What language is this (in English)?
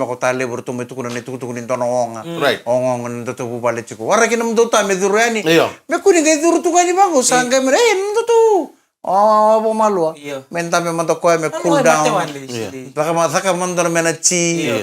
Fijian